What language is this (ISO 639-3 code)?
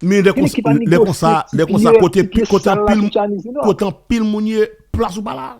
hat